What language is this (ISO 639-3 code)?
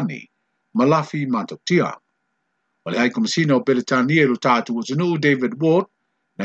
smo